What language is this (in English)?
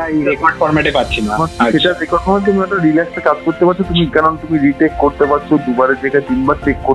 Bangla